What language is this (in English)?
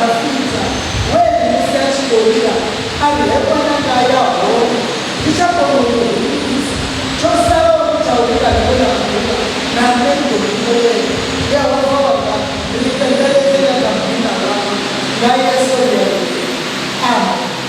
Venda